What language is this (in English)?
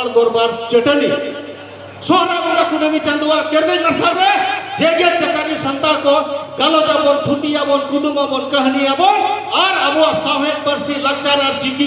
Santali